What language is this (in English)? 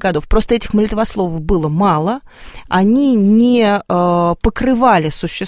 Russian